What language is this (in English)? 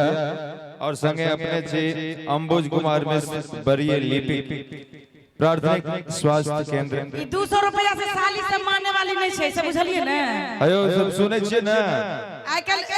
Maithili